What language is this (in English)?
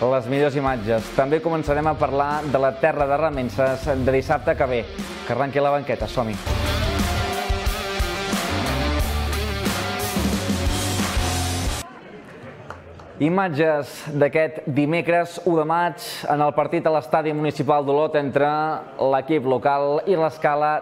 Catalan